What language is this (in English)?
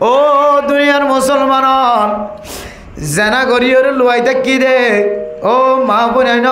Rohingya